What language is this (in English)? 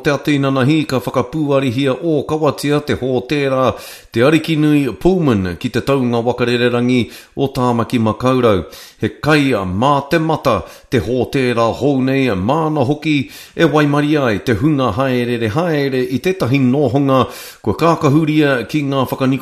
Māori